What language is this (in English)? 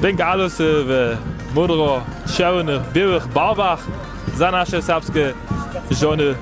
Upper Sorbian